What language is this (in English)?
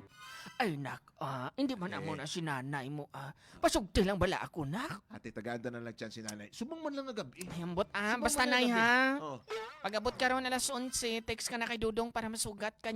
Hiligaynon